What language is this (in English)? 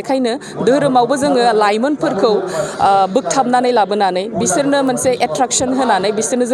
Bodo